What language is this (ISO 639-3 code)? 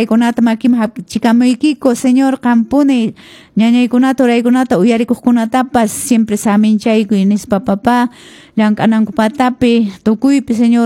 que